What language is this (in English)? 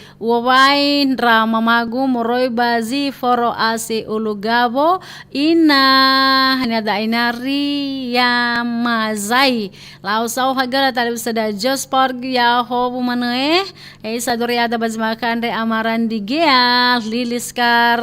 Nias